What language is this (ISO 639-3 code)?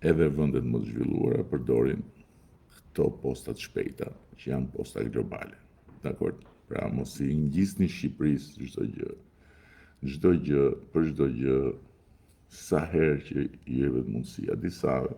sqi